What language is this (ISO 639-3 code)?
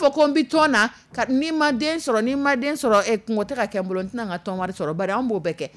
dyu